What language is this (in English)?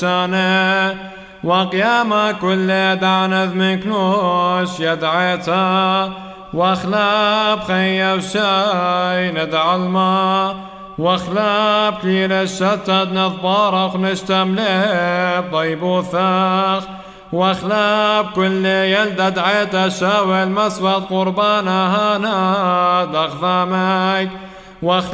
Classical Syriac